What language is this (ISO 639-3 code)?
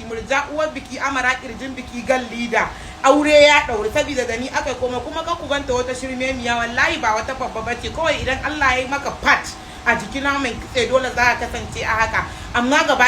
hau